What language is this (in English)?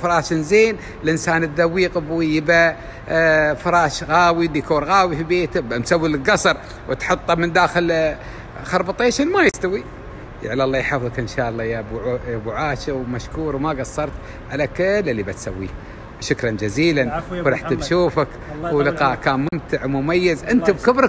Gulf Arabic